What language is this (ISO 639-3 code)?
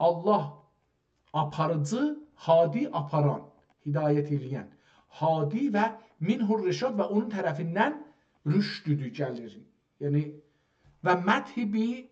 azb